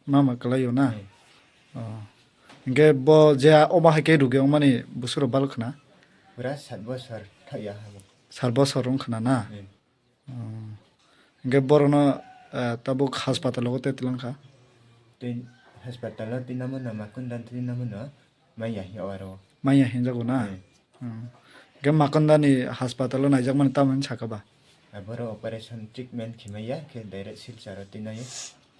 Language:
Kok Borok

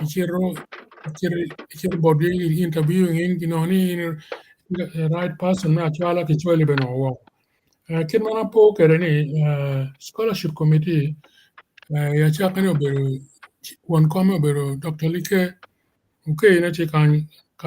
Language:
Acoli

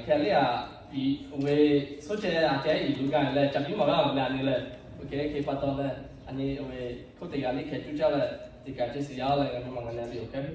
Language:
Lahu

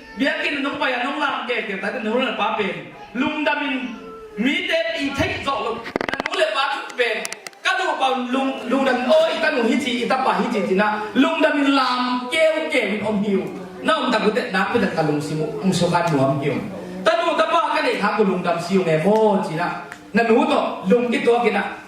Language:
Tedim Chin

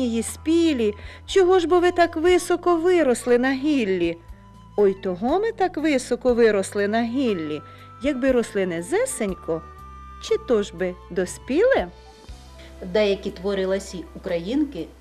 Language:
Ukrainian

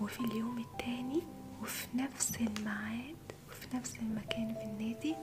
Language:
Egyptian Arabic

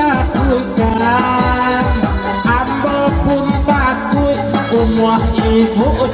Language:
Minangkabau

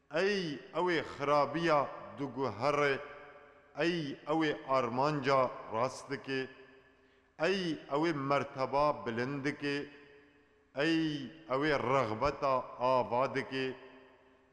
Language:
Kurdish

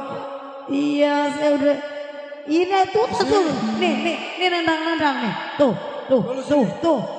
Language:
Betawi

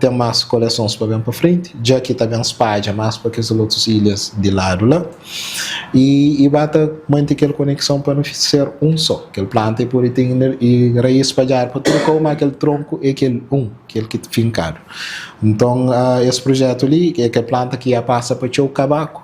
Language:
Kabuverdianu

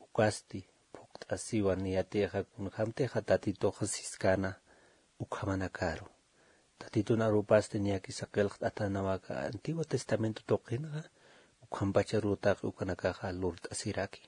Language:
Aymara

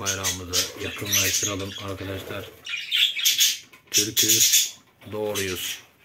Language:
Turkish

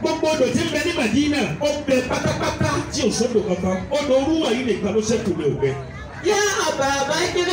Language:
Yoruba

